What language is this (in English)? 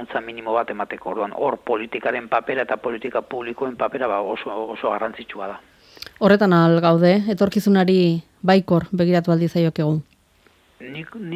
Basque